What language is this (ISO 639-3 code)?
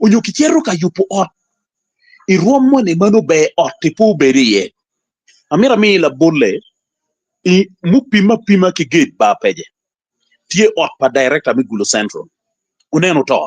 ach